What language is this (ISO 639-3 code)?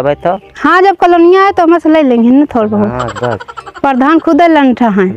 awa